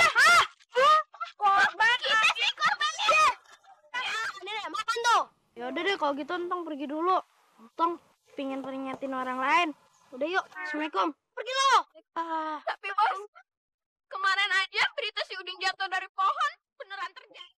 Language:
Betawi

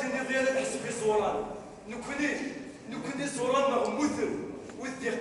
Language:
Kabyle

